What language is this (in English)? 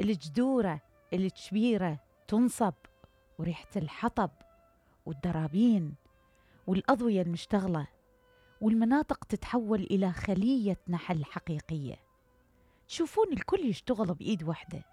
Mesopotamian Arabic